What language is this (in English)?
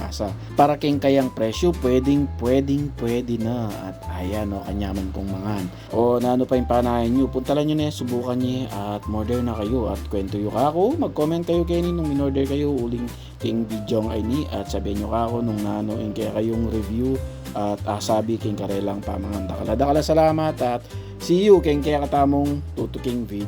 Pampanga